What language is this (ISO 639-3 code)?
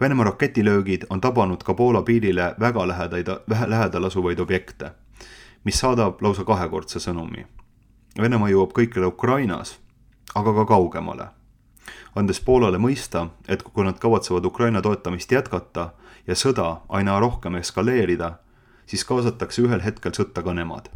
est